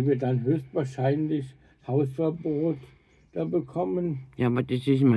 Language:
Bavarian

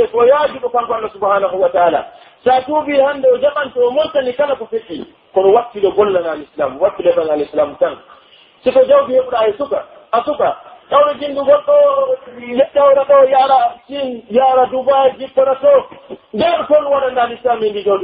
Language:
Pular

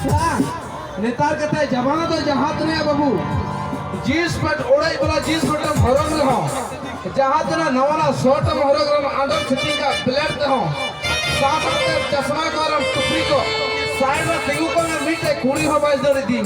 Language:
Santali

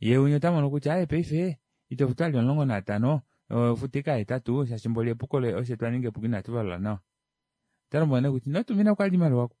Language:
Kuanyama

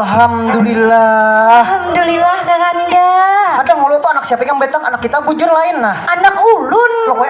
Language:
Banjar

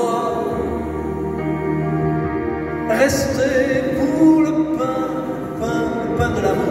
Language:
French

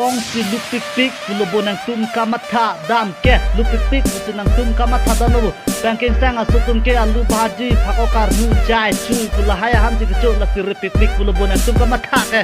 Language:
Karbi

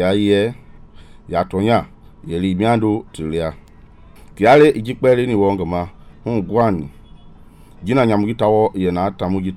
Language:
Mende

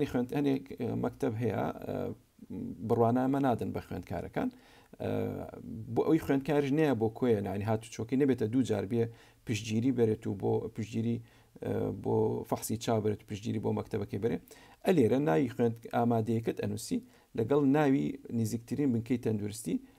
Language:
Central Kurdish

